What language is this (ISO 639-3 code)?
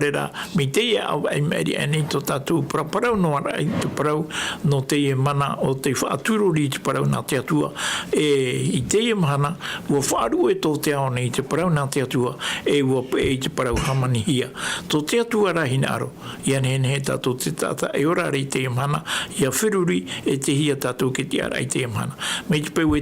tah